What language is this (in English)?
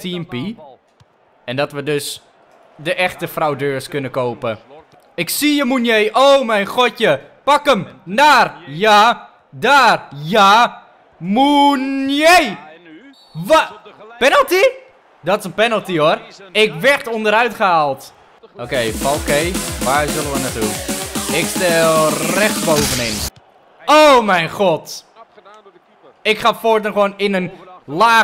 Dutch